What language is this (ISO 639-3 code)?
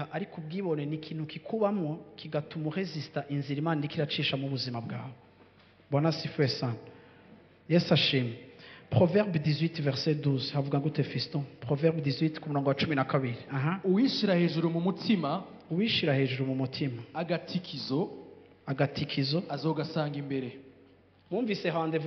run